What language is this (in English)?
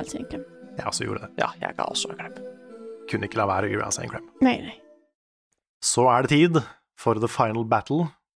Norwegian